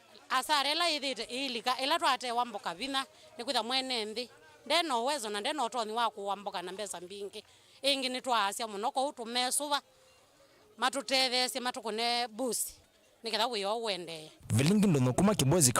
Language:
Kamba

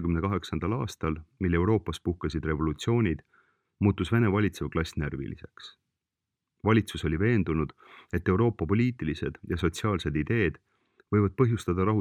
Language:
Estonian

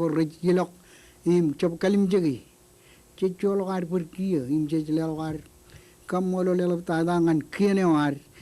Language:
Marshallese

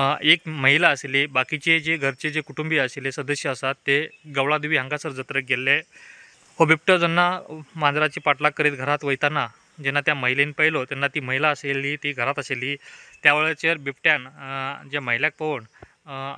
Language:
Konkani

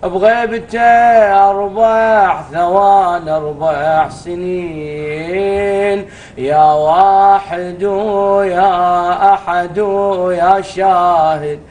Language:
Arabic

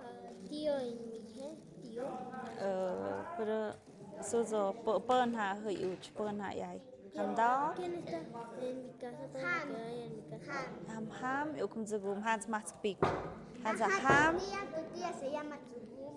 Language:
Tlahuitoltepec Mixe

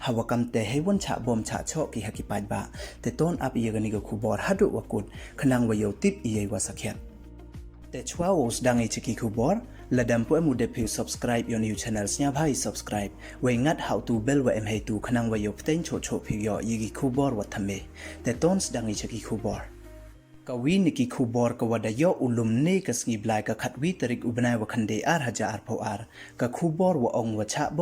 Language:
Pnar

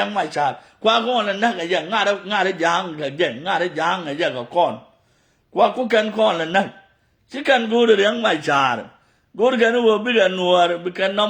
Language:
Nuer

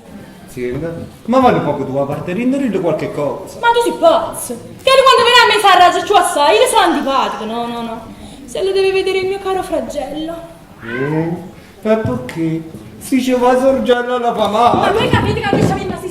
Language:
Neapolitan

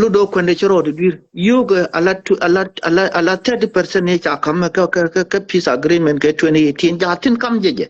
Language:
Nuer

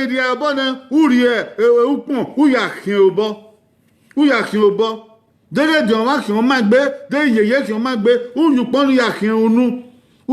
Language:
Bini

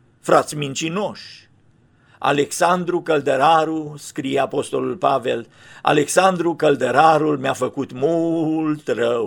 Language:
Romanian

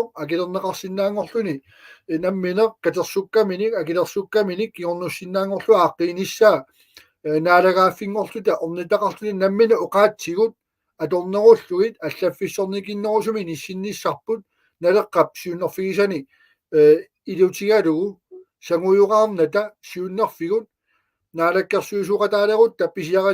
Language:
Kalaallisut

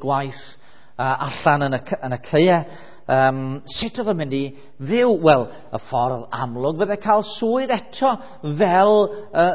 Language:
Welsh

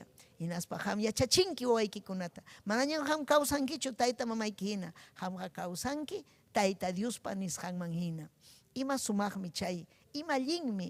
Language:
Ayacucho Quechua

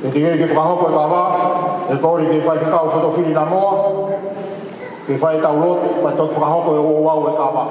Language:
Tongan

